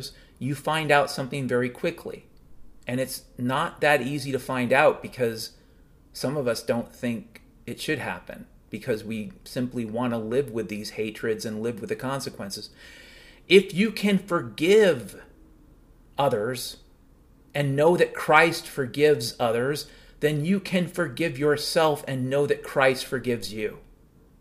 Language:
English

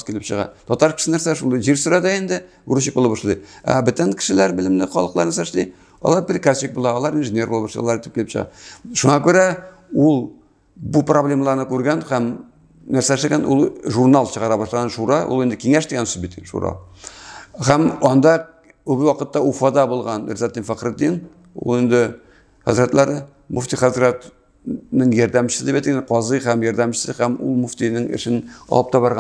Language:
Tatar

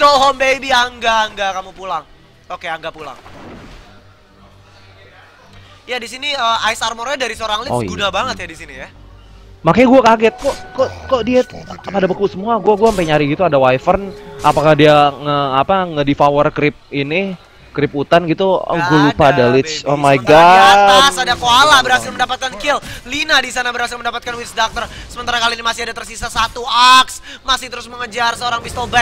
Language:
Indonesian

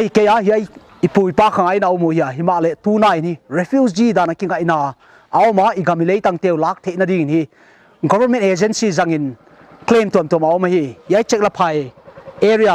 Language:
Paite Chin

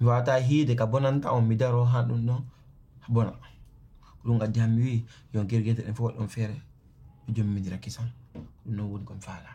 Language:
Fula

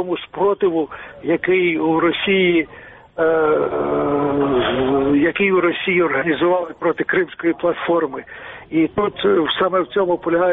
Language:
Ukrainian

